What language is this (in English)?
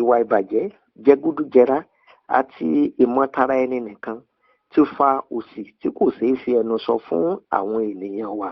Yoruba